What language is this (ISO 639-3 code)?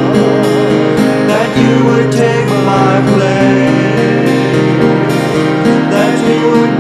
eng